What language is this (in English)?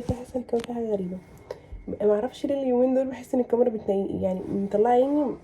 Egyptian Arabic